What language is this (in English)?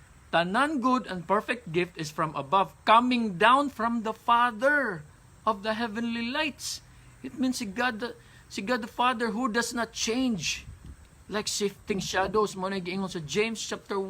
Cebuano